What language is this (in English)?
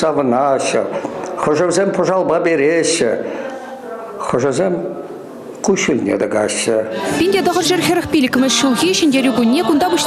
Chuvash